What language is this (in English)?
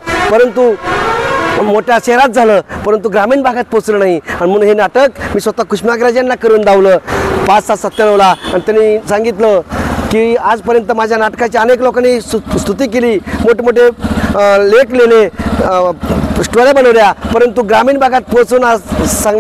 Marathi